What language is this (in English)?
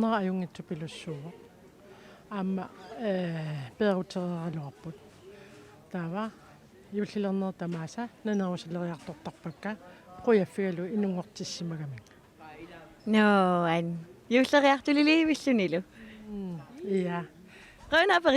Kalaallisut